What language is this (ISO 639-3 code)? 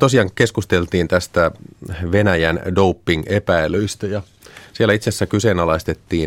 fin